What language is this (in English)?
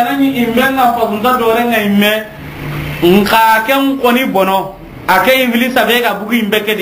Soninke